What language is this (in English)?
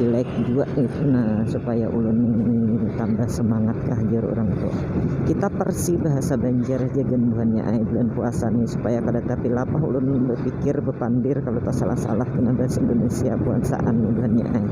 Banjar